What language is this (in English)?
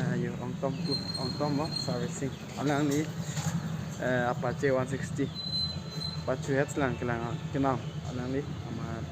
Karbi